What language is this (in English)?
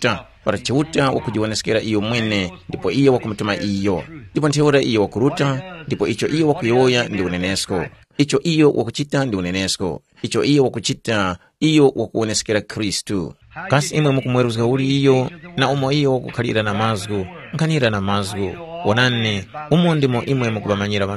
Tumbuka